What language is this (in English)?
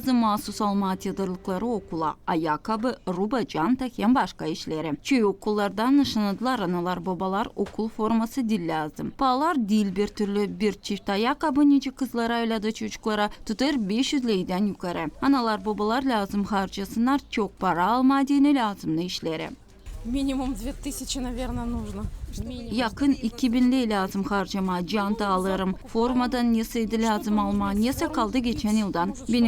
Gagauz